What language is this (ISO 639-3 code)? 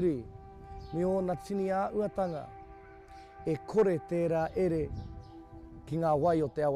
mri